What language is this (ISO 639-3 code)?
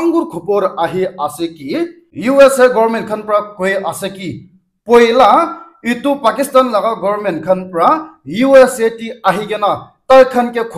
nag